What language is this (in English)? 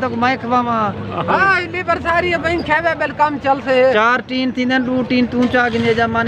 Saraiki